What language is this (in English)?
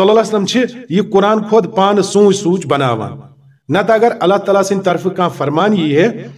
Kashmiri